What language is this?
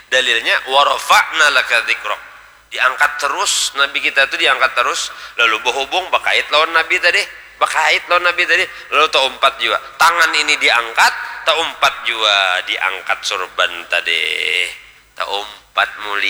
Banjar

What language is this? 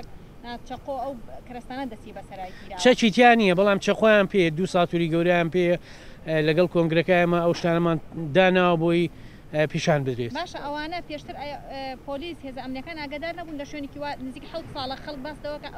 Central Kurdish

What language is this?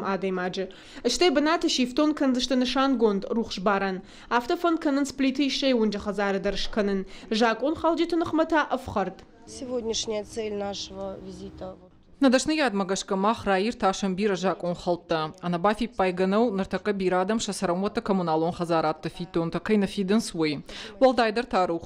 Ossetic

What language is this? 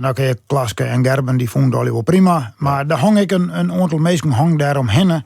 Western Frisian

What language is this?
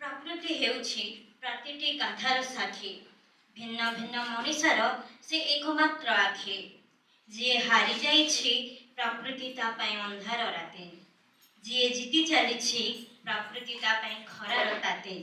Odia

